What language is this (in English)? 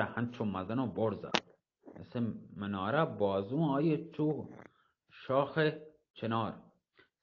Baluchi